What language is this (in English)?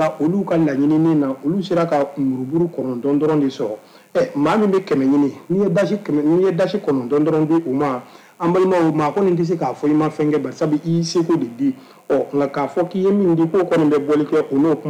Bambara